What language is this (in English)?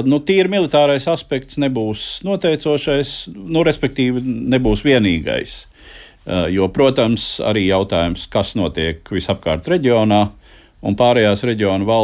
Latvian